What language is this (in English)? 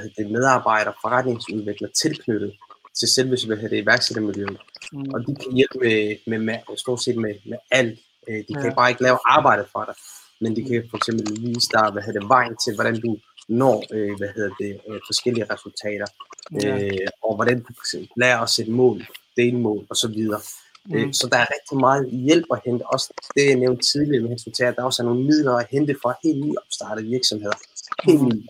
Danish